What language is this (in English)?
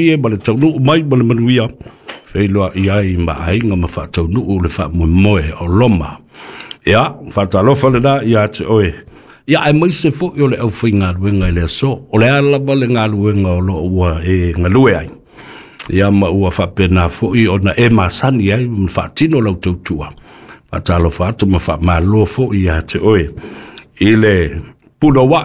Samoan